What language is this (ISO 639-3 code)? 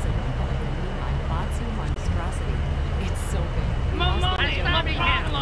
eng